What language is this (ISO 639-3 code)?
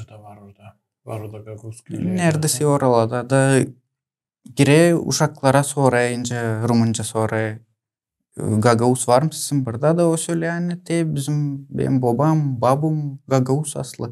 gag